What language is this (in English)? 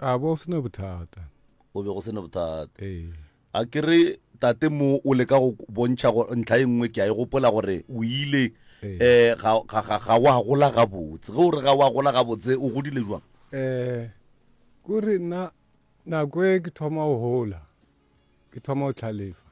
Northern Sotho